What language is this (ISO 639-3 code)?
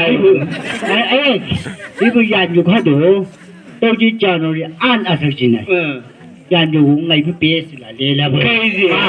nbc